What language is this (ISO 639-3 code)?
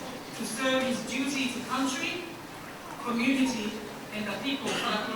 ton